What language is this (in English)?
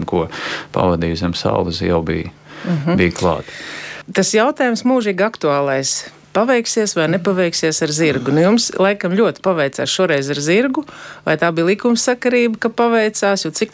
Latvian